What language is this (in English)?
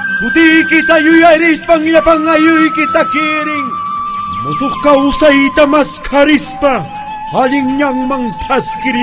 Quechua